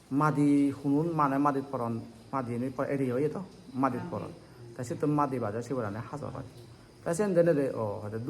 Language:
Chakma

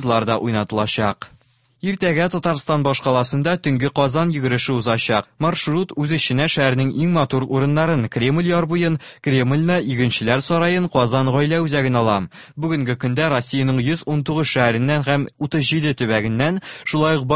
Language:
Tatar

